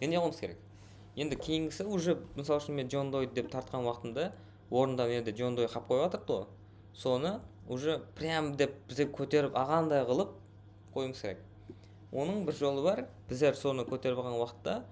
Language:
Kara-Kalpak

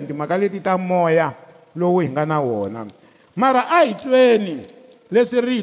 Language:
Tsonga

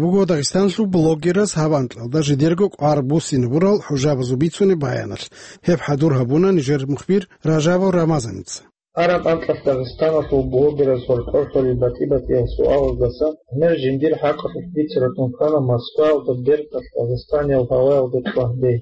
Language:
Avaric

